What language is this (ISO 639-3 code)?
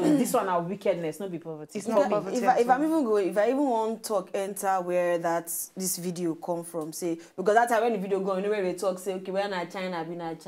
pcm